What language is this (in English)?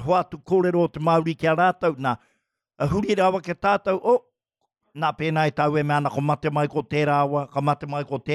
Māori